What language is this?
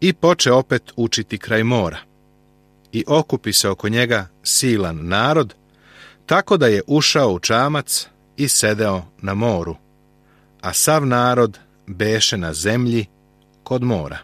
Serbian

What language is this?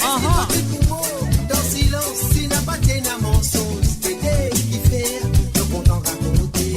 Morisyen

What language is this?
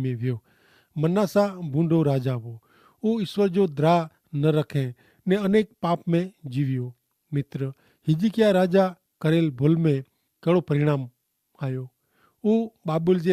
Kachhi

